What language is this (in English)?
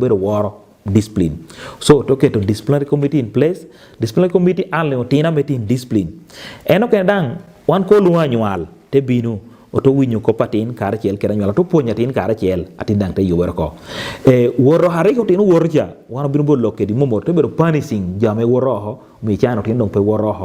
Acoli